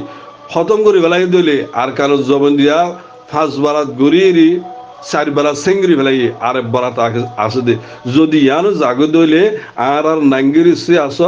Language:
Rohingya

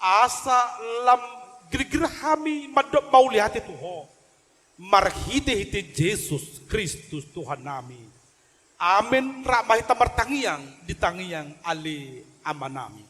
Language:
Batak Toba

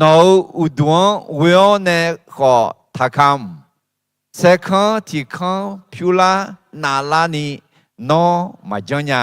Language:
Akha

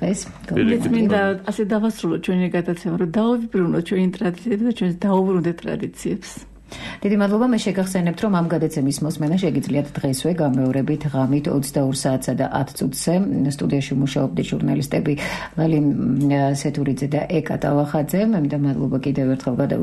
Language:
Georgian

